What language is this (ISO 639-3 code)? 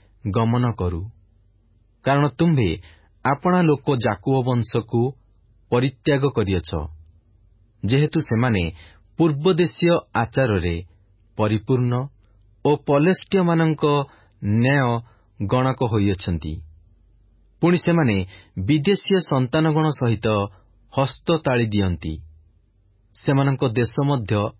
ori